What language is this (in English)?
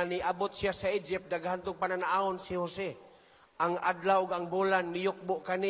Cebuano